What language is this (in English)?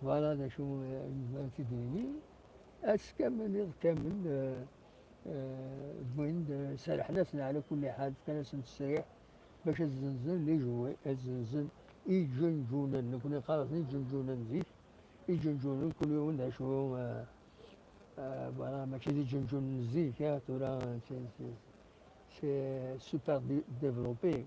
Kabyle